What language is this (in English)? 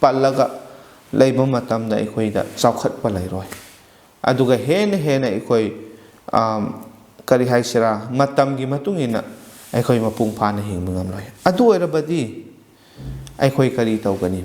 Manipuri